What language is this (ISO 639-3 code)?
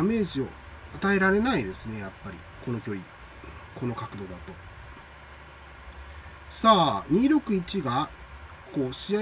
jpn